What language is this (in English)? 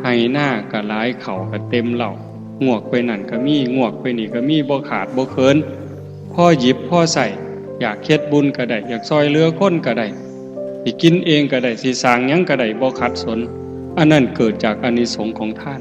Northeastern Thai